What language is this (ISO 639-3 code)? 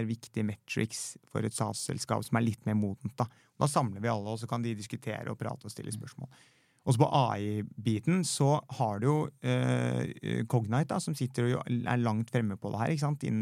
nor